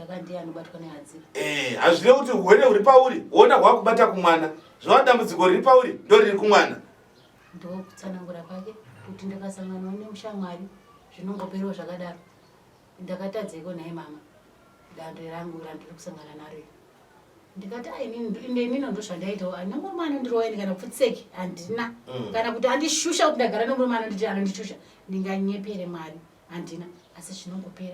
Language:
Shona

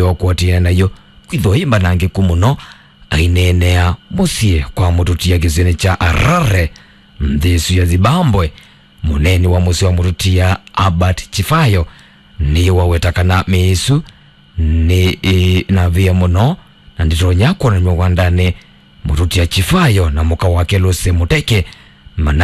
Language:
Kamba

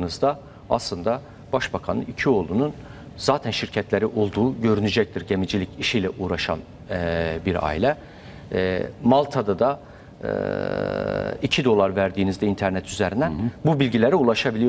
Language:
Turkish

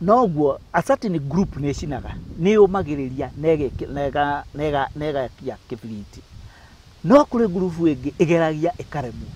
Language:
Kikuyu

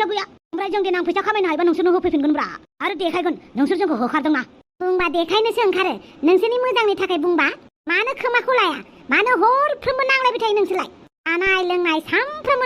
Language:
Bodo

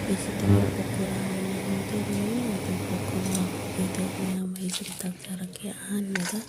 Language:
Manipuri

